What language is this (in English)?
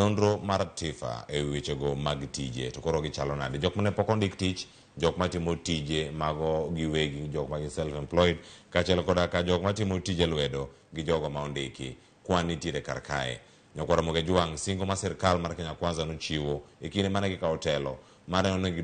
Luo (Kenya and Tanzania)